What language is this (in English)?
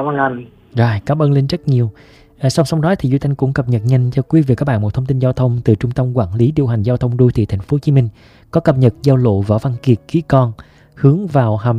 Vietnamese